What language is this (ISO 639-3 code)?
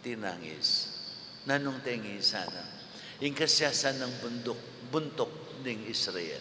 pam